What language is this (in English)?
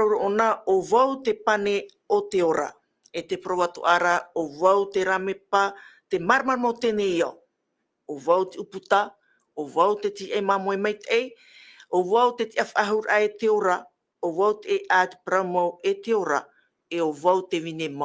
Tahitian